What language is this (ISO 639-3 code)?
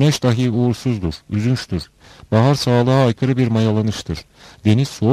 tur